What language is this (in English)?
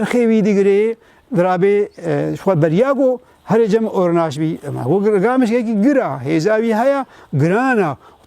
Kurdish